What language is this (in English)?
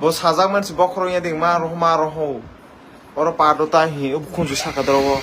Kok Borok